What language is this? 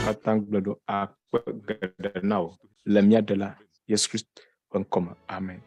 Ewe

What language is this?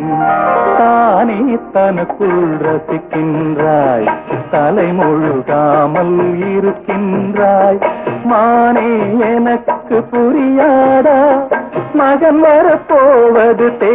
Tamil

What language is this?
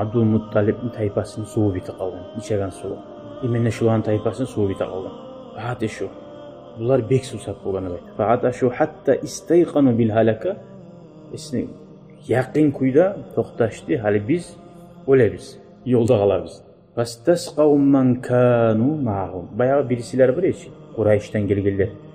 Kumyk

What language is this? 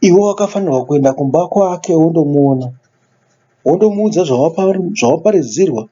Shona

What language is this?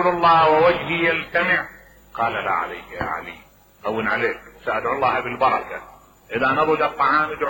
Mesopotamian Arabic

